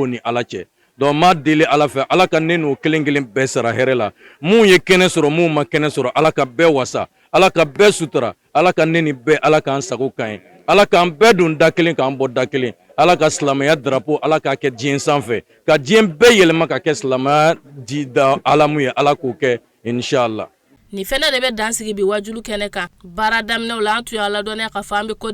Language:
Bambara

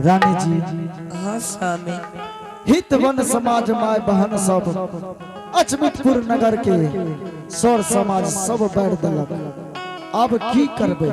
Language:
Angika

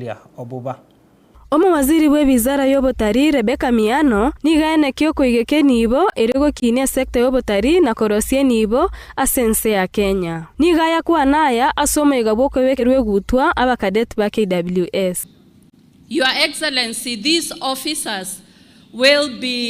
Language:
Gusii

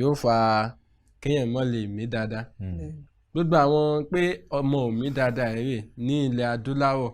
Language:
Yoruba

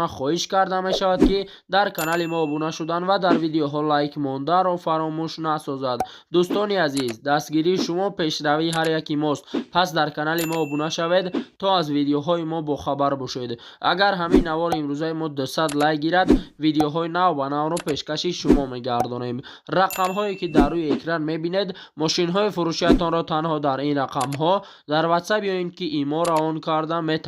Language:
Tajik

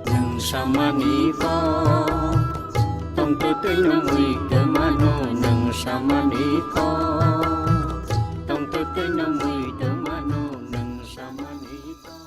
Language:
Kok Borok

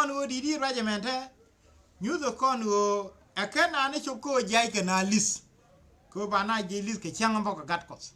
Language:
Nuer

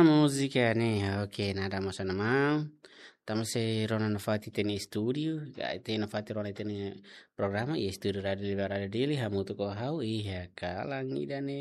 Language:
Tetum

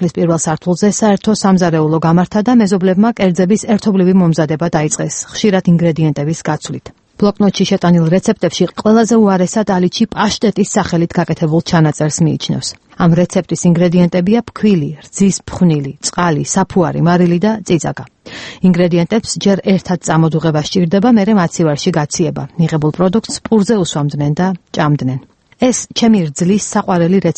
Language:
Georgian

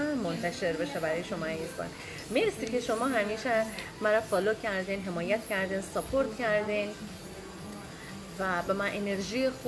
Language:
Persian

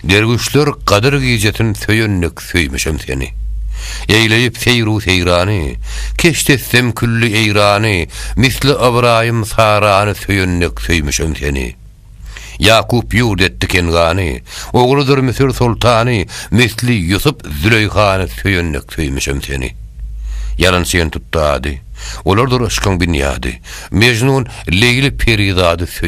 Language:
Turkmen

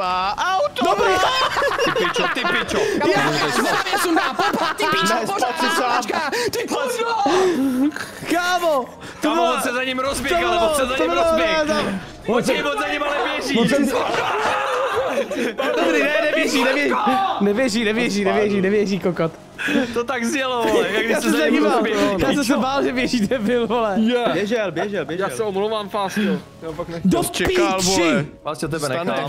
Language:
Czech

